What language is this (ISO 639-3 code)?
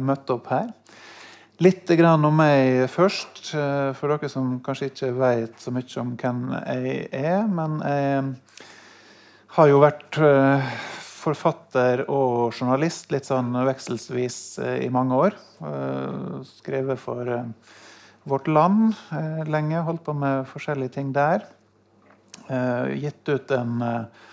nor